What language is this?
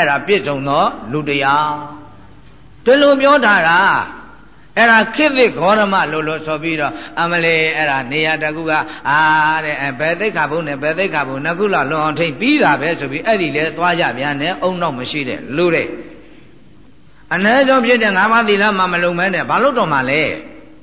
Burmese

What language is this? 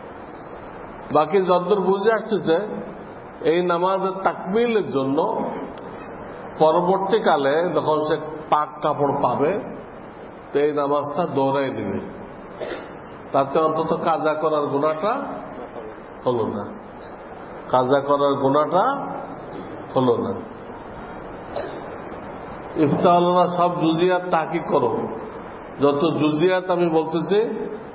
Bangla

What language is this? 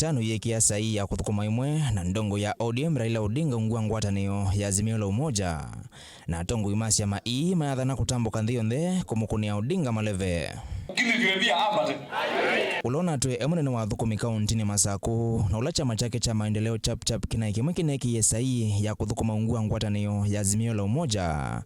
Kamba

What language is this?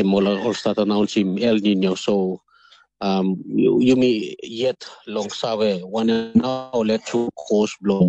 Tok Pisin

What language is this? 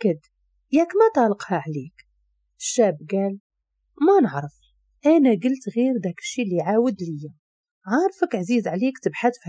Moroccan Arabic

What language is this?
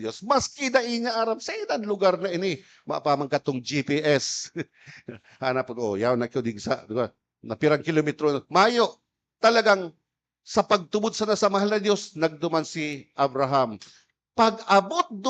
Bikol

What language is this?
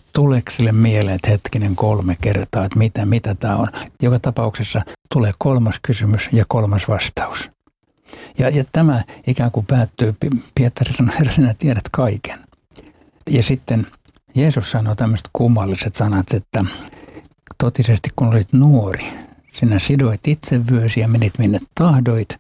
Finnish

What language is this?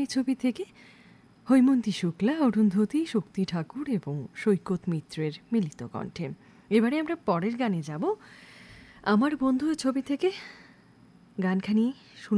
Bangla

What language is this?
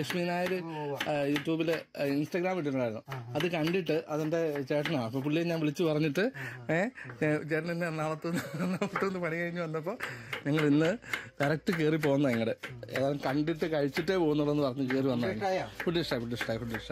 Malayalam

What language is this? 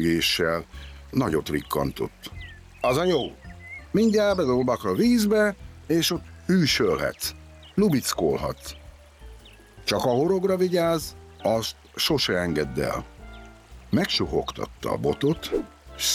Hungarian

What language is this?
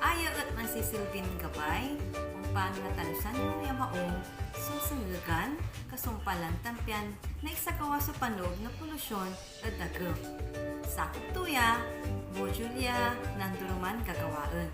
Pangasinan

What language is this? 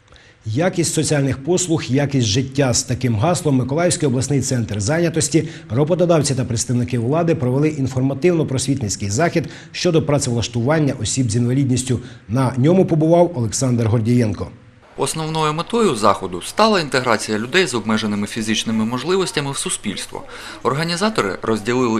Ukrainian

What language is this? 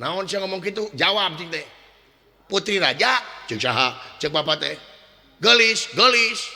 Sundanese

